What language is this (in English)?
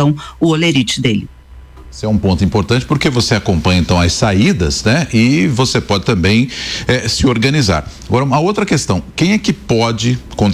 Portuguese